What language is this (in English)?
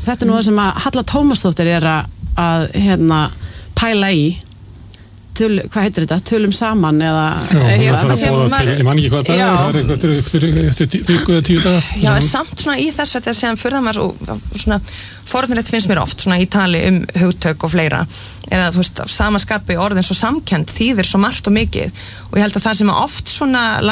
Icelandic